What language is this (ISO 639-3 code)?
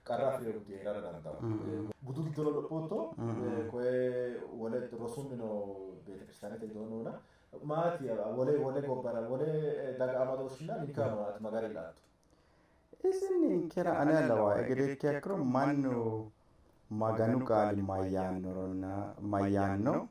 sid